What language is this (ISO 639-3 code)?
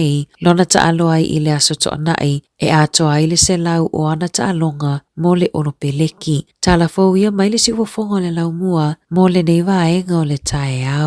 smo